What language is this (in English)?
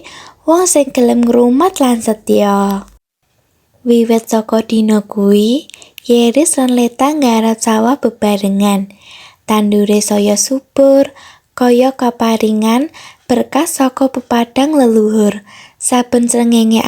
Javanese